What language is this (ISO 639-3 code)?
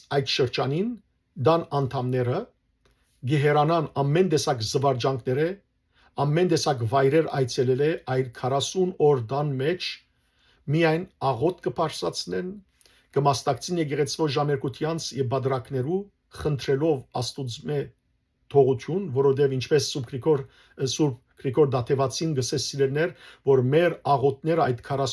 hyw